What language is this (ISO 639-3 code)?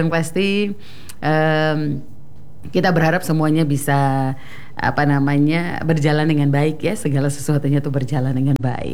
ind